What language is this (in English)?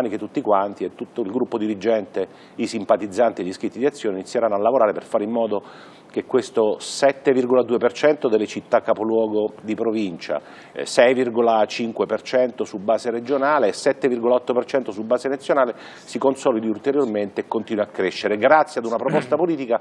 Italian